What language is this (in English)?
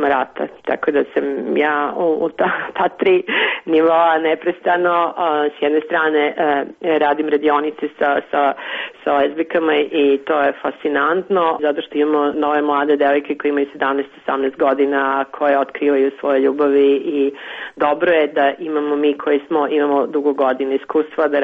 Serbian